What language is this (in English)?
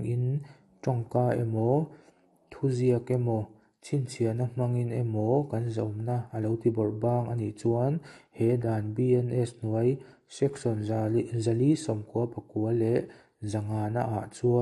Mizo